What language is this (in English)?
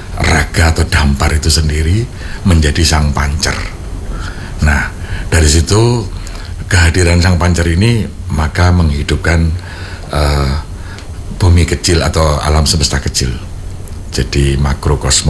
Indonesian